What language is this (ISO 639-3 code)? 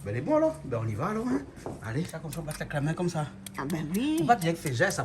rcf